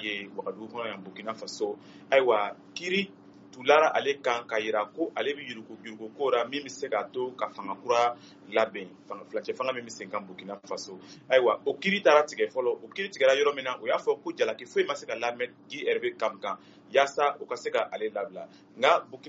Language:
Bambara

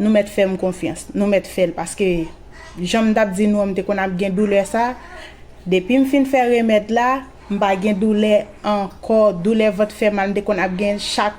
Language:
Haitian Creole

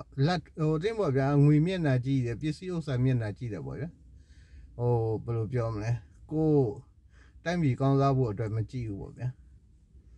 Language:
Burmese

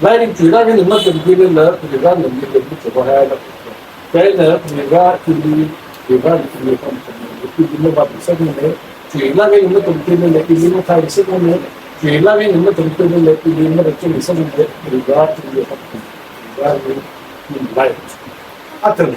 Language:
Tangkhul Naga (India)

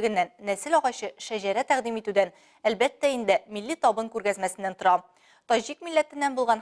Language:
Tatar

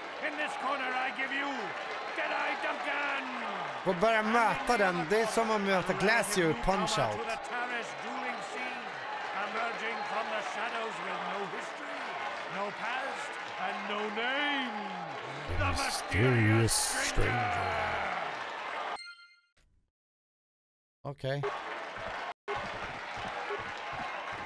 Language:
Swedish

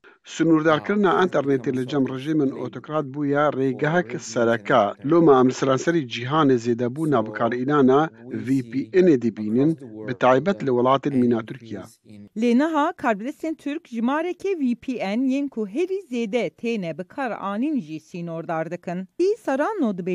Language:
Kurdish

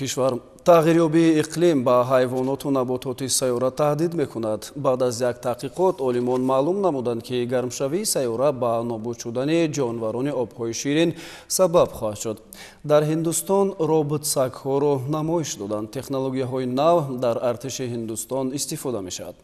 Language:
Tajik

